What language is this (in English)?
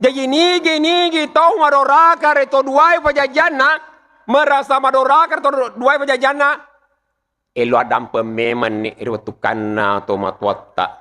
Buginese